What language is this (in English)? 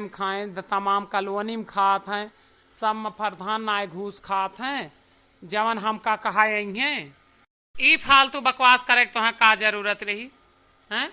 Awadhi